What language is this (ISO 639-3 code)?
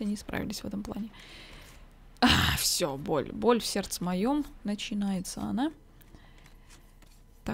rus